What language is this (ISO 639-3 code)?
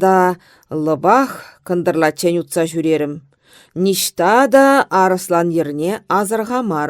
chv